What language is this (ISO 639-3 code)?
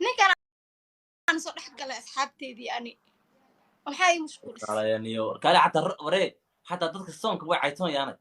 som